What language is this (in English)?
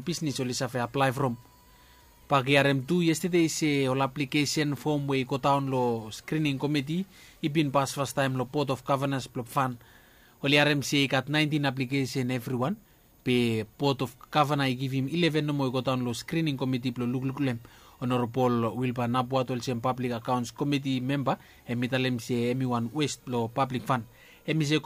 Bislama